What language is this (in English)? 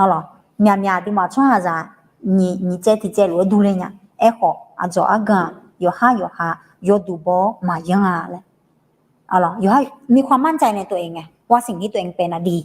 Akha